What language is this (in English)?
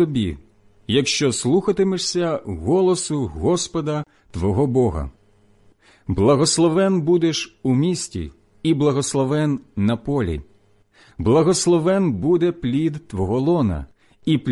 Ukrainian